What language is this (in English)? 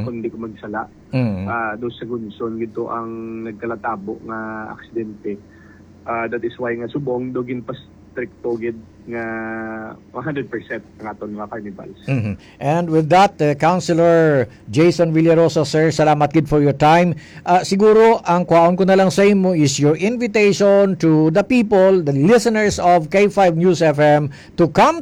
Hiligaynon